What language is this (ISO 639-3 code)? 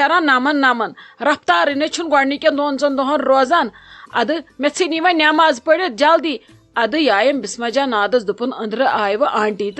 kas